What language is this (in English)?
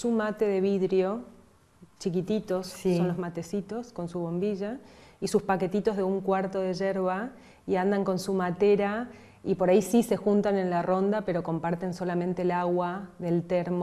Spanish